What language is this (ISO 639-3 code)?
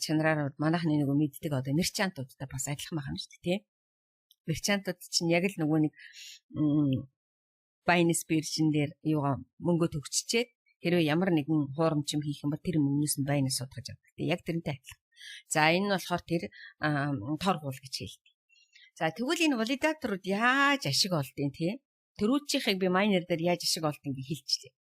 mon